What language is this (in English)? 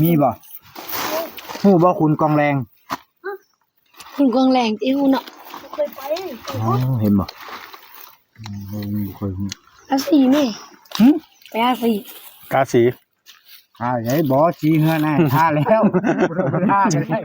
Northeastern Thai